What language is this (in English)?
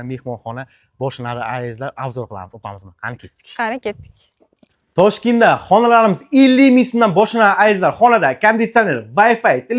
Uzbek